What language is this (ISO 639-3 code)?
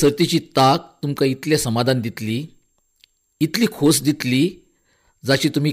kok